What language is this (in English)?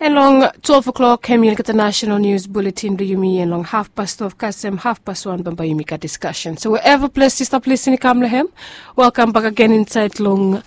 Bislama